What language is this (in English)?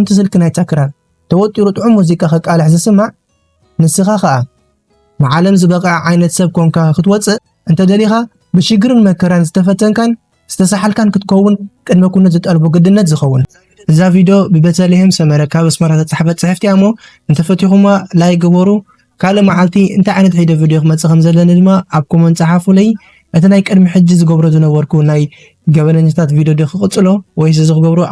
Tigrinya